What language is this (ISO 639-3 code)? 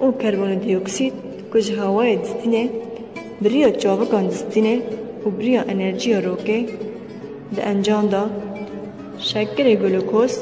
kur